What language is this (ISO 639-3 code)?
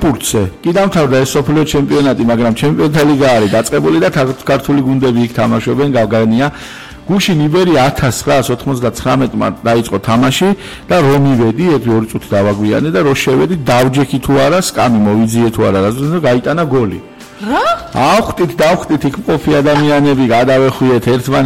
kat